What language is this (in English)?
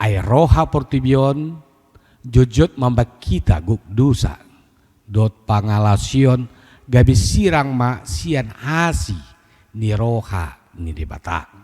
Batak Toba